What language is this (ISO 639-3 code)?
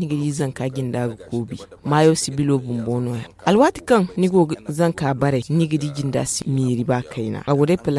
dje